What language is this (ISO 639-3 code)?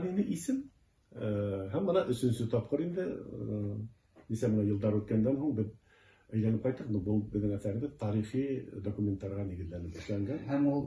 bak